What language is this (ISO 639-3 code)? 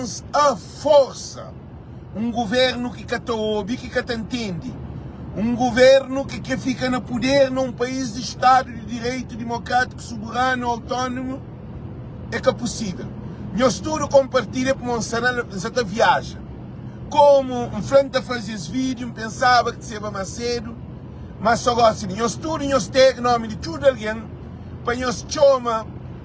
kea